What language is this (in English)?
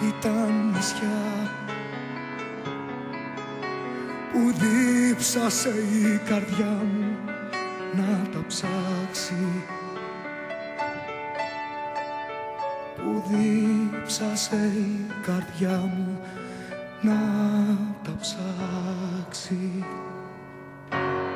Greek